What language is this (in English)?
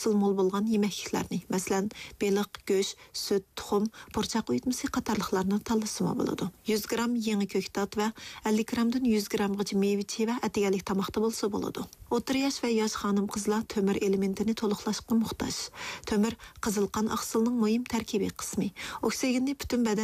Uyghur